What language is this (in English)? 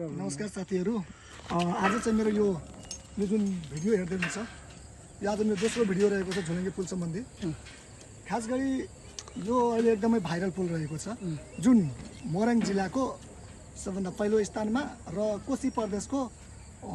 Nepali